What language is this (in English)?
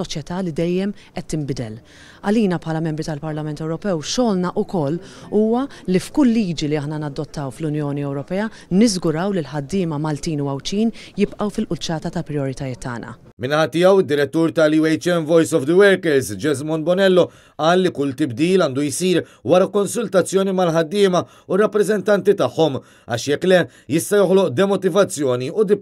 Maltese